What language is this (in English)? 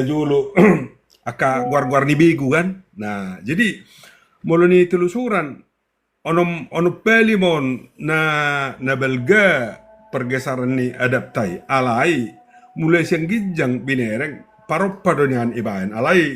Batak Toba